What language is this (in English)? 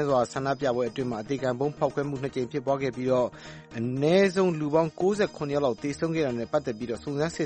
Burmese